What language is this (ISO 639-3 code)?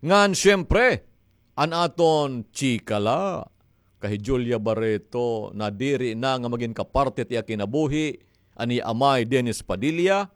war